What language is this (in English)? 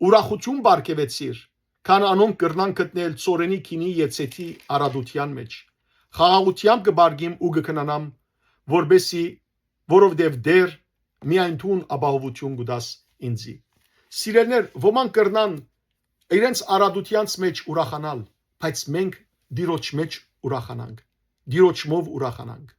Western Armenian